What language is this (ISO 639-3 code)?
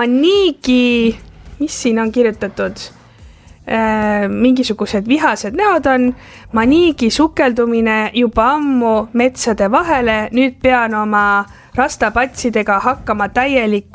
est